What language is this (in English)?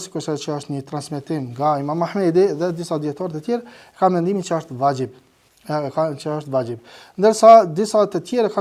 Albanian